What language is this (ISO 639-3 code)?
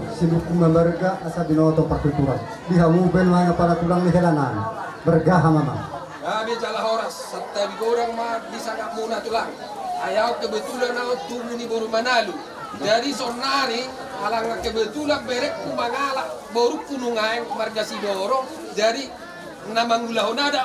bbc